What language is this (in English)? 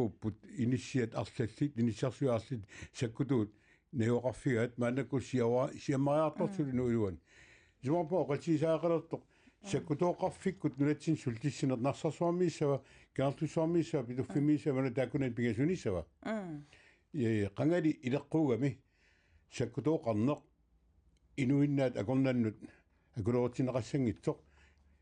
Kalaallisut